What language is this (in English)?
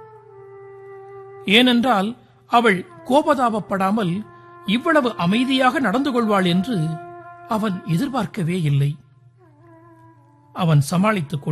Tamil